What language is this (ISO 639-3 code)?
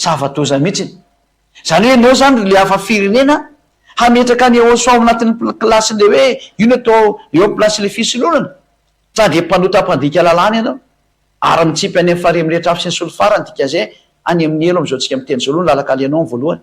mlg